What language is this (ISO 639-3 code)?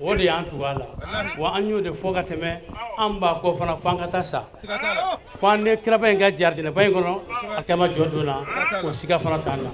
bam